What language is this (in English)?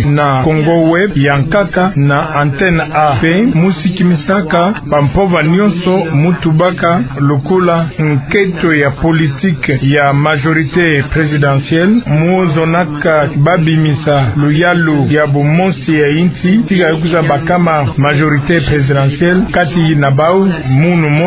Kituba (Democratic Republic of Congo)